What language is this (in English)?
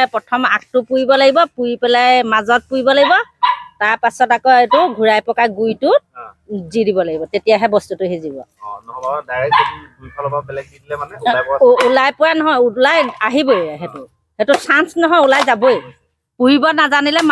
Assamese